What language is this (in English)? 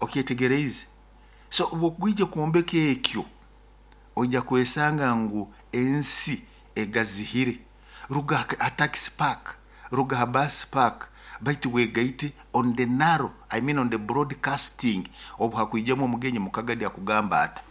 Nyoro